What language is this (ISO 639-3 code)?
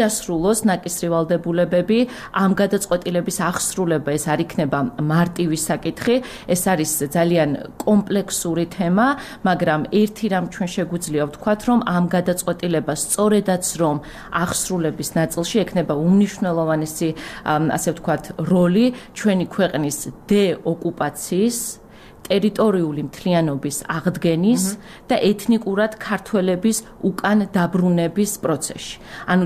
kat